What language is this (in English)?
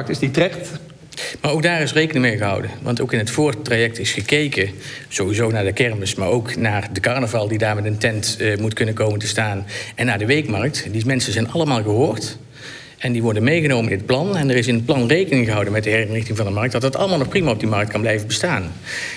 Dutch